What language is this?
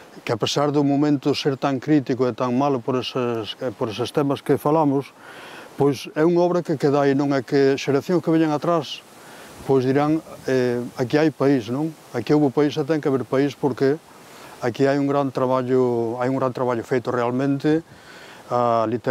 Galician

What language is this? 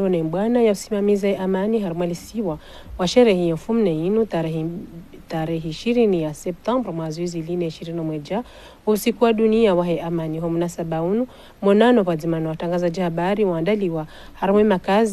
Ngazidja Comorian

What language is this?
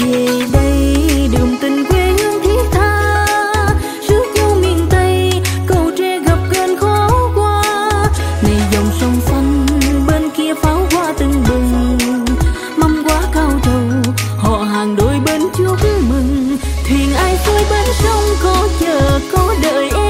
Vietnamese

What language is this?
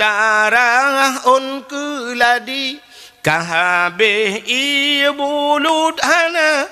Achinese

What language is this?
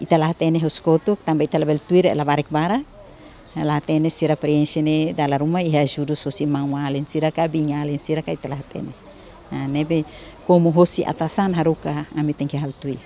Tetum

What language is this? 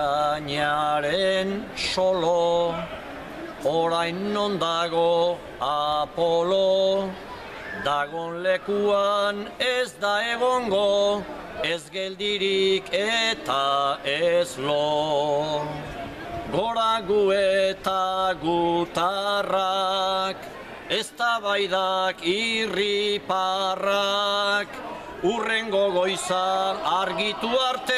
Basque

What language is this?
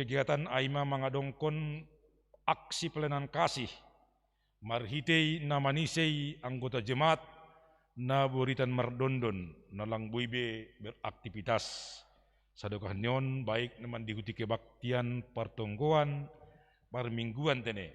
Batak Simalungun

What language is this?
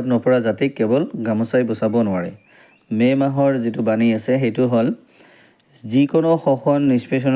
Assamese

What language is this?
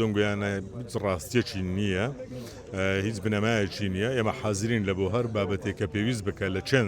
Central Kurdish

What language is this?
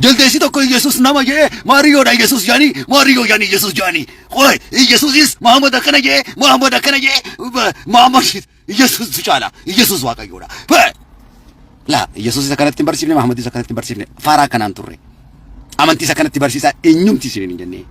Oromo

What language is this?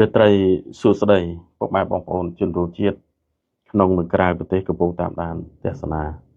Khmer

